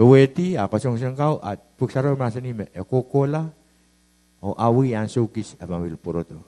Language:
Pohnpeian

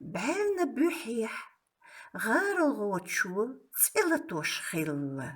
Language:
Chechen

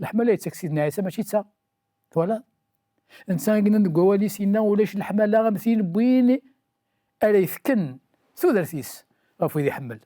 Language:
Kabyle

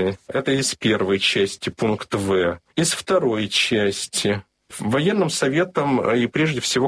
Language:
Russian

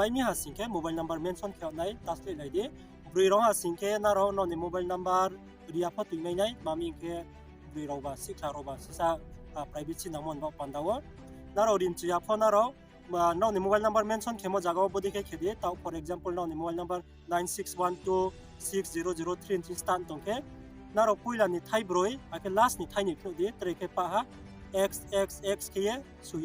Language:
Riang (India)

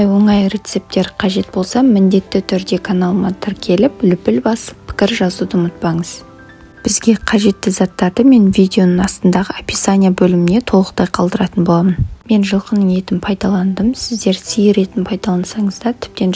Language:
Kazakh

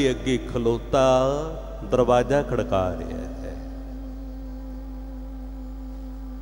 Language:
Punjabi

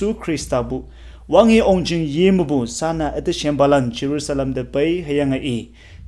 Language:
Konyak Naga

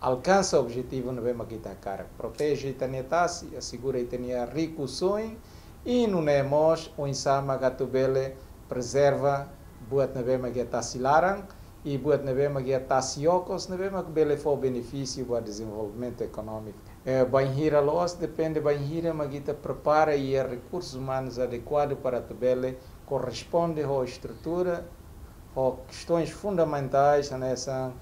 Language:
Tetum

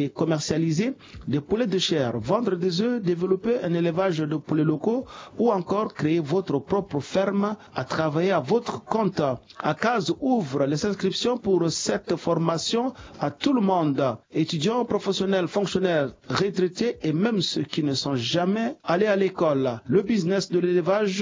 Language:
French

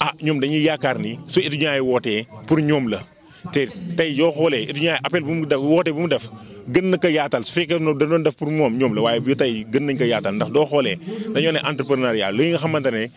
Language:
Wolof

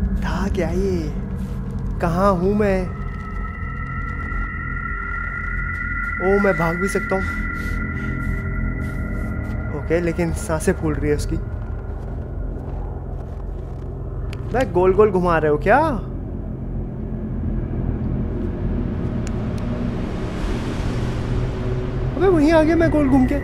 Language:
Hindi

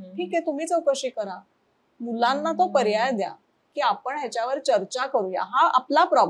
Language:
Marathi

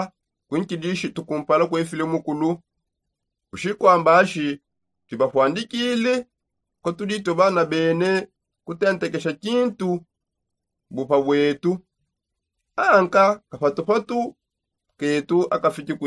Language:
Songe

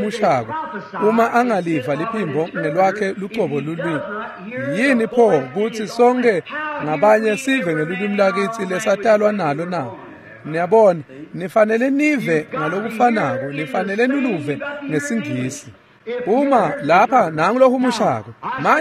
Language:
Swati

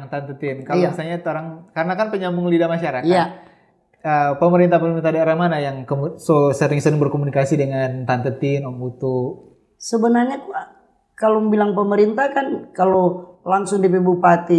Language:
Manado Malay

